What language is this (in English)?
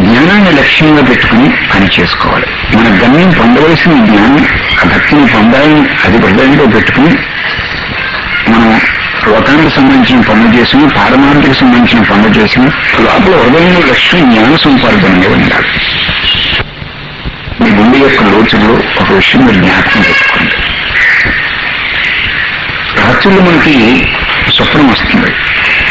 Telugu